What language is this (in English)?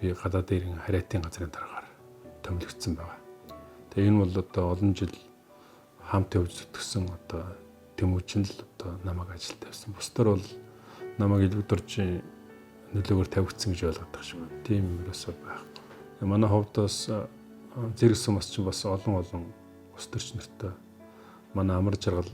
Mongolian